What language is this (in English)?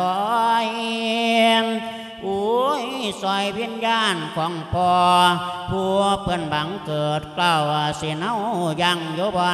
Lao